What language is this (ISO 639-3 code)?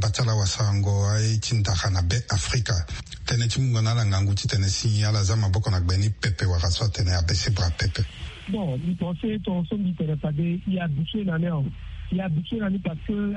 sag